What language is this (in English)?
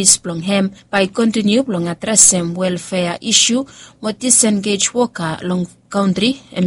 Bislama